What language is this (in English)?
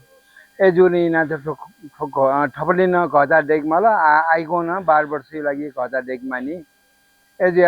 Newari